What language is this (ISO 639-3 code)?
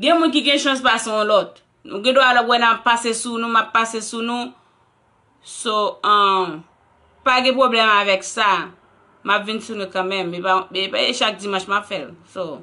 hat